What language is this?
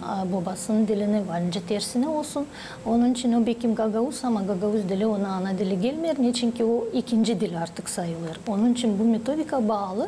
Gagauz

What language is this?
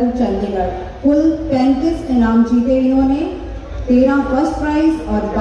Hindi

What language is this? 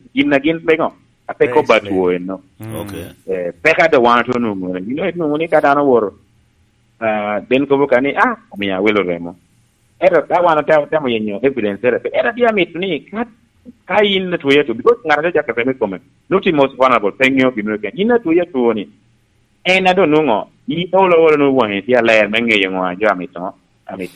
Lango (Uganda)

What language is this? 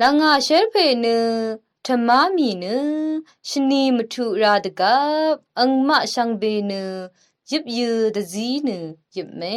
Rawang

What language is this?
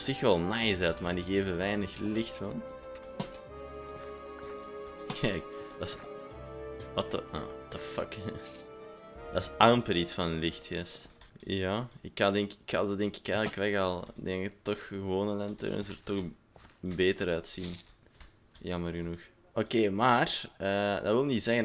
Dutch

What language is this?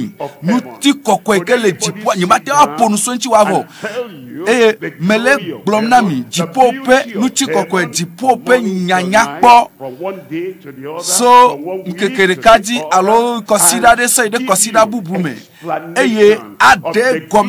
Ewe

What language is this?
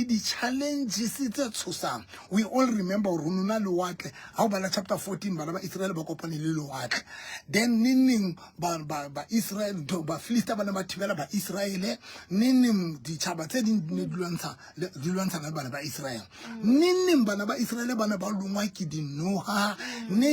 Southern Sotho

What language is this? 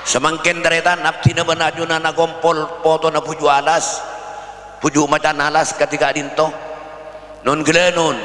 Madurese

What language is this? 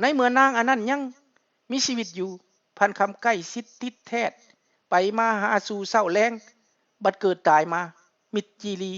Lao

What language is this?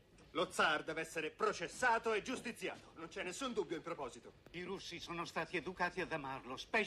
Italian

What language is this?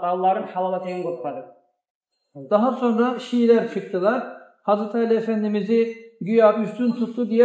Kumyk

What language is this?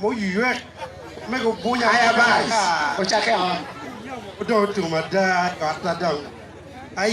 Acoli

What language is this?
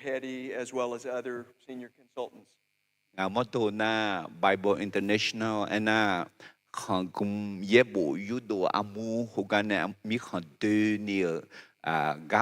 Akha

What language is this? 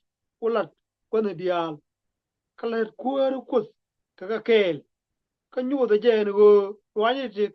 Nuer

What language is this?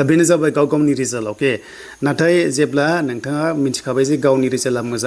Bodo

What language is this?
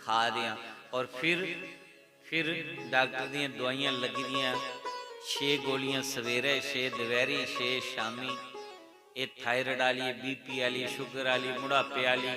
Dogri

